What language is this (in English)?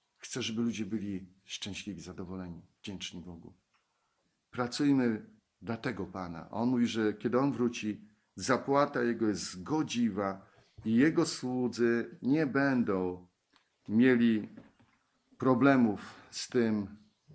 Polish